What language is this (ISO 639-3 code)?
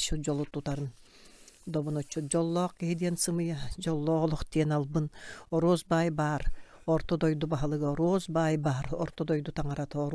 sah